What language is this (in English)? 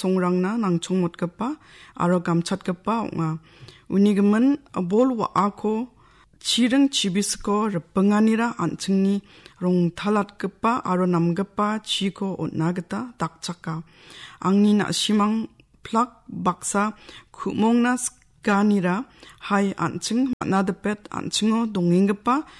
Garo